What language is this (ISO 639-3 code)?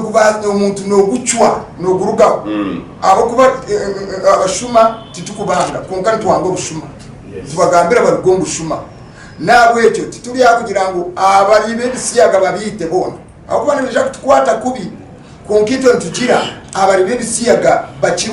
nyn